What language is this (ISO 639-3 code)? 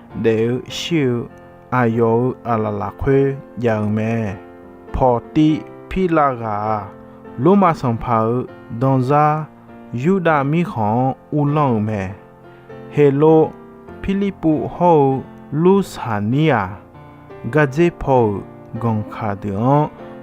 ahk